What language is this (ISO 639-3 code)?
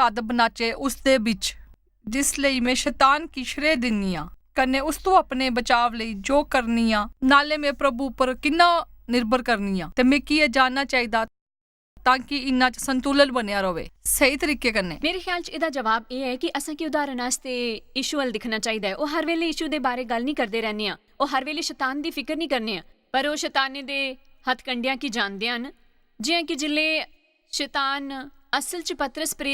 doi